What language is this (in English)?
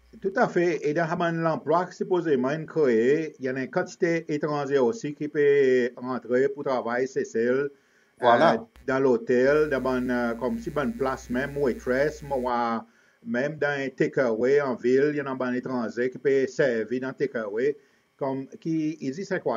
Seselwa Creole French